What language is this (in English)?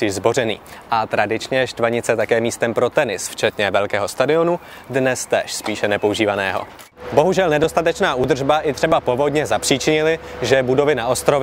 Czech